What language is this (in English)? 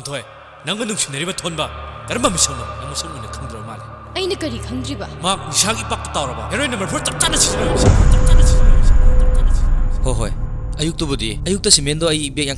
Manipuri